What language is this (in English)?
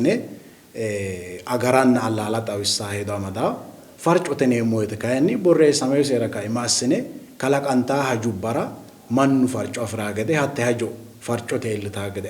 Sidamo